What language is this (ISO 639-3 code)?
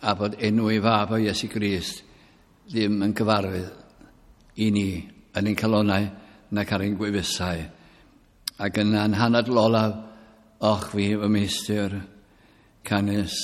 cym